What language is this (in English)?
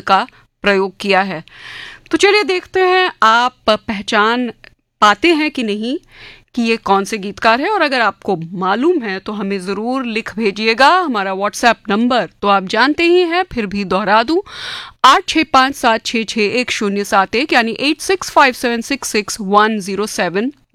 Hindi